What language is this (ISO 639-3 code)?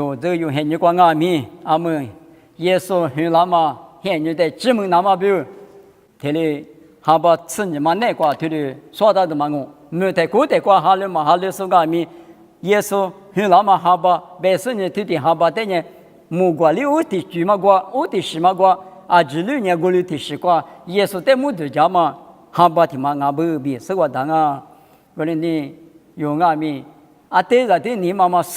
lis